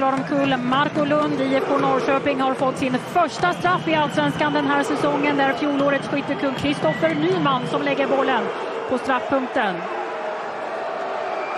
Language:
Swedish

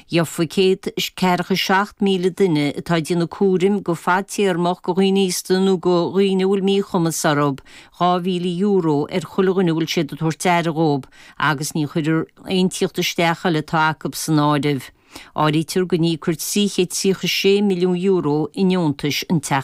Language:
Irish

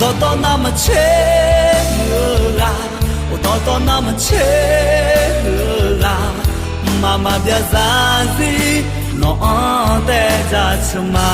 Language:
Akha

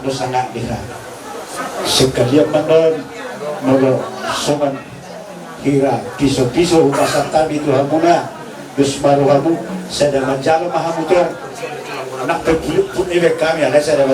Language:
Batak Toba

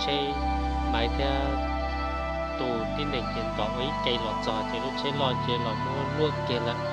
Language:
Hmong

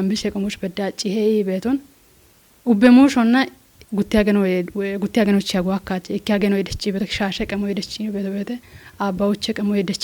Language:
Kafa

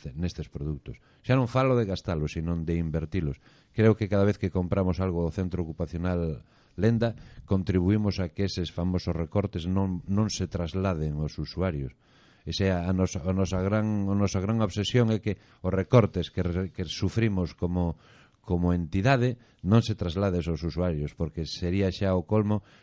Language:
Galician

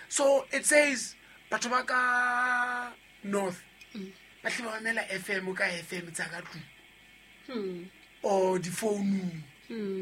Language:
Southern Sotho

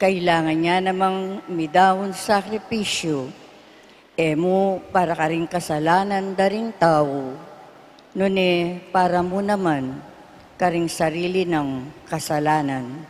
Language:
Pampanga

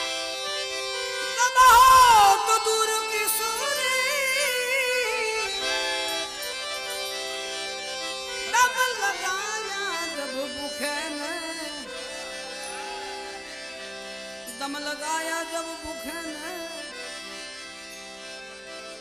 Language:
Hindi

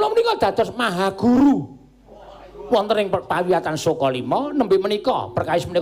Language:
Javanese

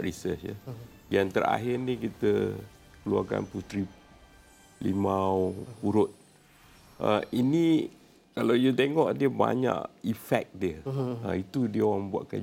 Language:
Malay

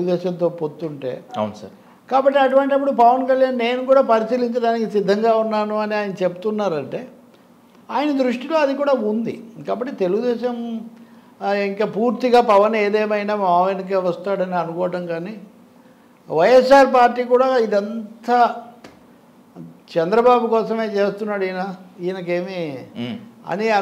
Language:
Telugu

